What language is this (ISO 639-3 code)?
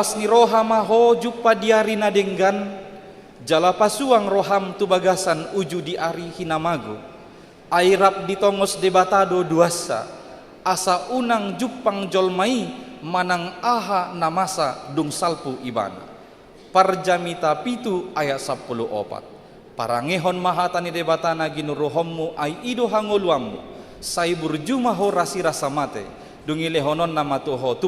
bbc